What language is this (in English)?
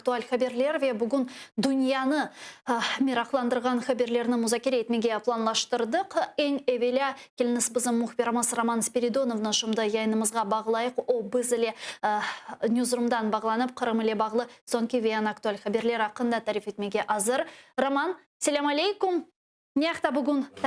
Crimean Tatar